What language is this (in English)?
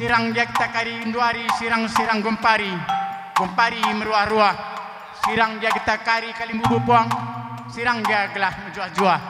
Batak Karo